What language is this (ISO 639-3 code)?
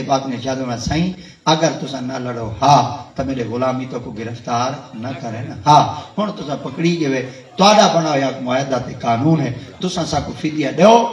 skr